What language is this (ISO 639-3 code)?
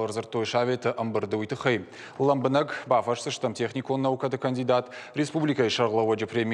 oss